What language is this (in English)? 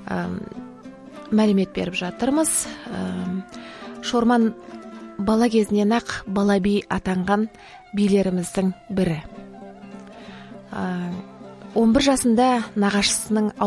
Kazakh